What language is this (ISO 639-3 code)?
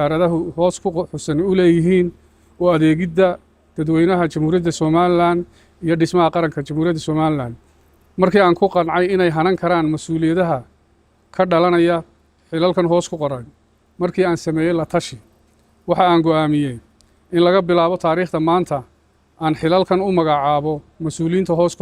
som